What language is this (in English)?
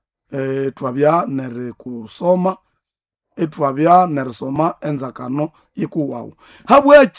Nande